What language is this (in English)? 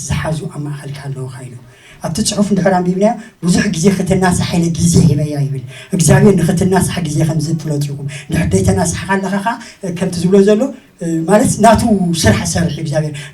Tigrinya